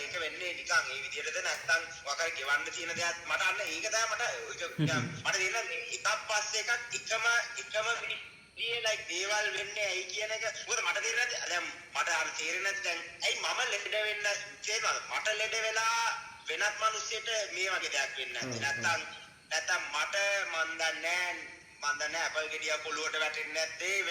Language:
Sinhala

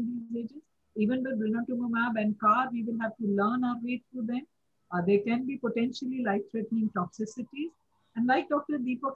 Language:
English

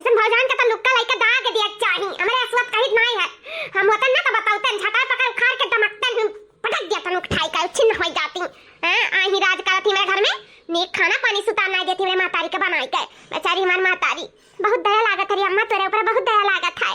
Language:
Awadhi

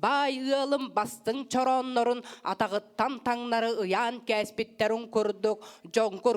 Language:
Yakut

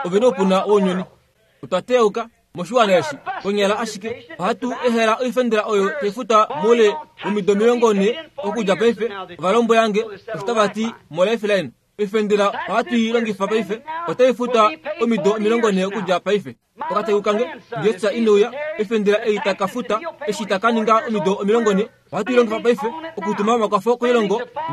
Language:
Kuanyama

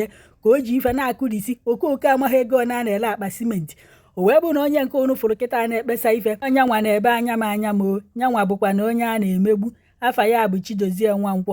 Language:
Igbo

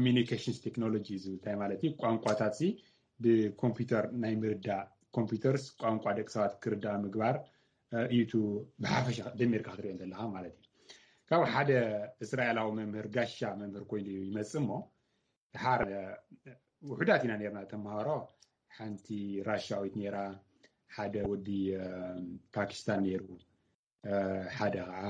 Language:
Tigrinya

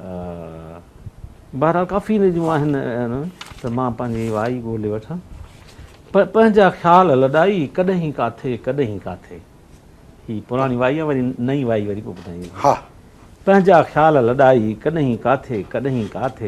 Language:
Sindhi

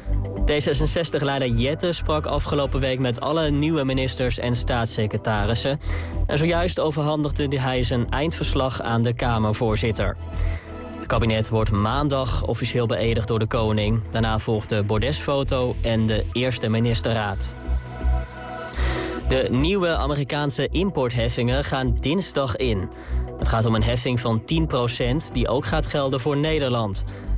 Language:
Dutch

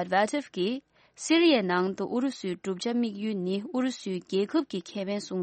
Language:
Tibetan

